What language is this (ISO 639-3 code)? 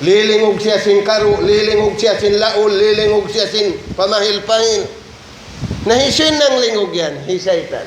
tsg